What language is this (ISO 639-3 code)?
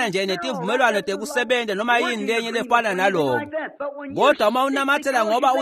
ssw